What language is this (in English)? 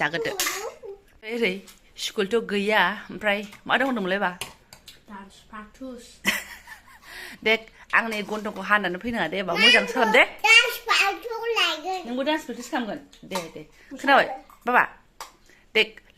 Bodo